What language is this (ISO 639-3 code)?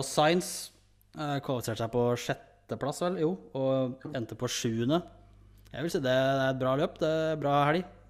nor